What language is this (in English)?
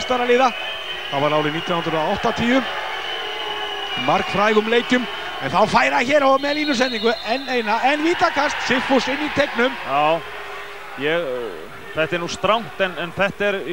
Icelandic